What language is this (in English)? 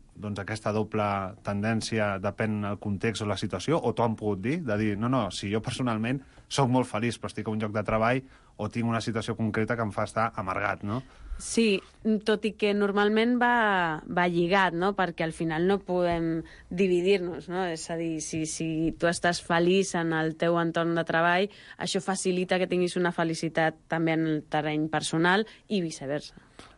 Catalan